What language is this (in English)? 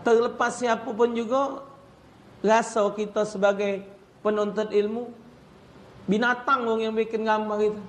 Musi